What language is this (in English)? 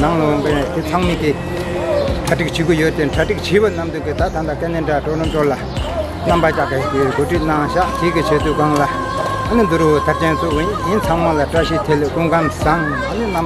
Tibetan